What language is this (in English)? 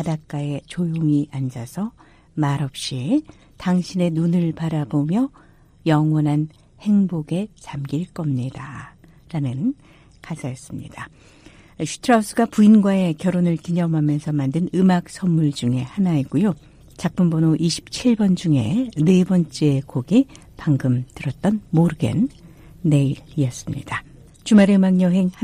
Korean